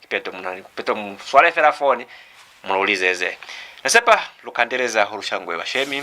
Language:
Lozi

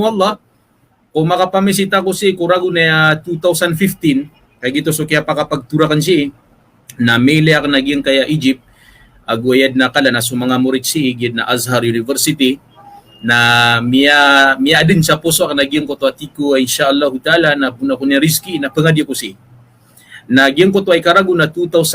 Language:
Maranao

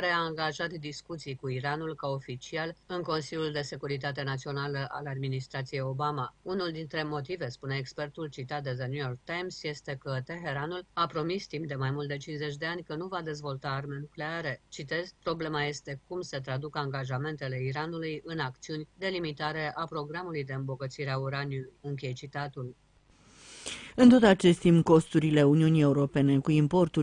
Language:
Romanian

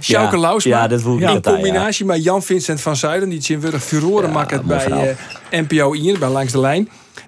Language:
Western Frisian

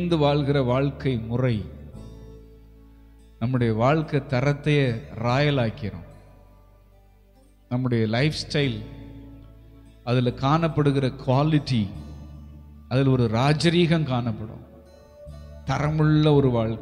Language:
Tamil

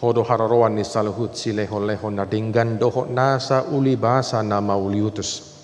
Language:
Batak Toba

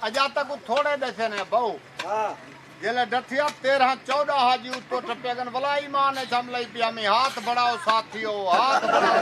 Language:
Saraiki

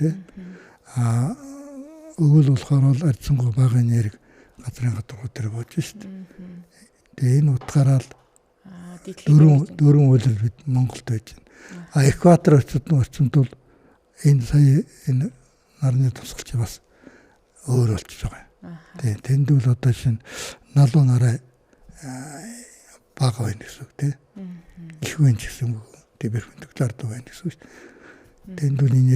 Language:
Mongolian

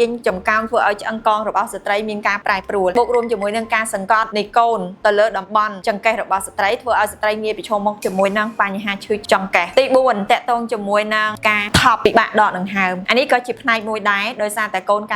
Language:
Khmer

